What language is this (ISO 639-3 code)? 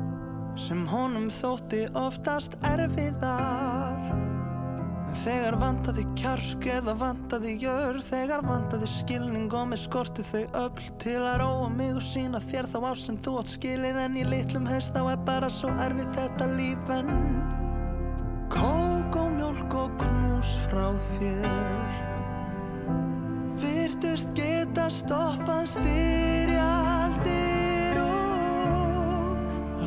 isl